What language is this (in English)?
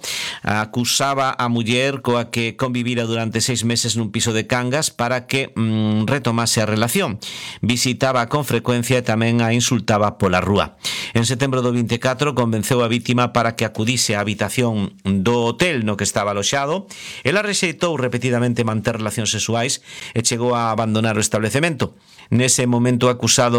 Galician